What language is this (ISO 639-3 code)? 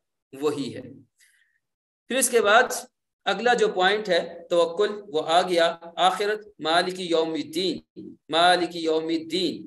urd